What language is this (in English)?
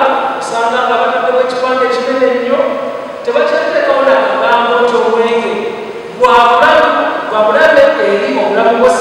Soga